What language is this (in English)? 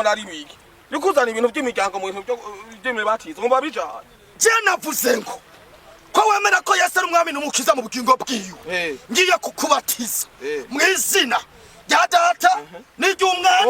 Rundi